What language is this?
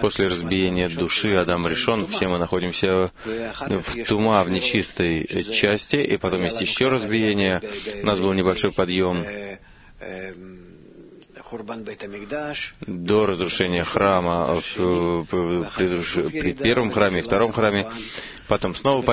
Russian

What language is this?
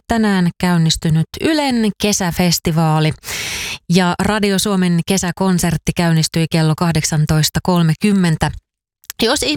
Finnish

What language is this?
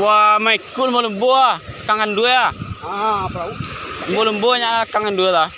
Minangkabau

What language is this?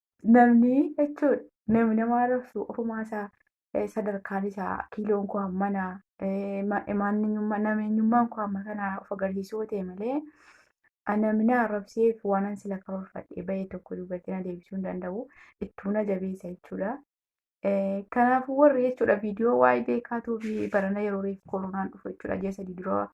Oromo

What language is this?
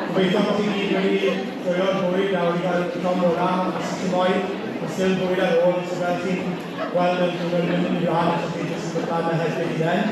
Welsh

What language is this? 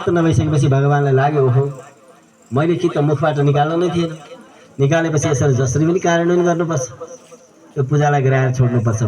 Nepali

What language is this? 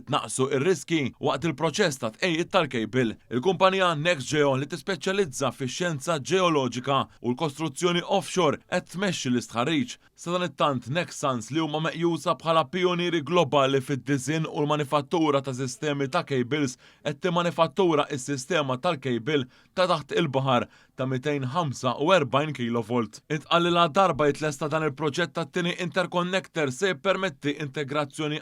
Maltese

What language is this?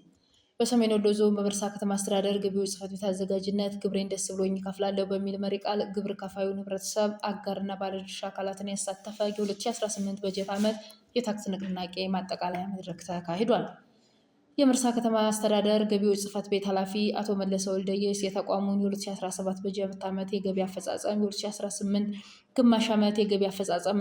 Amharic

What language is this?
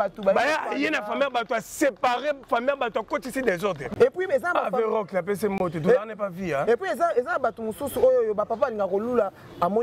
Lingala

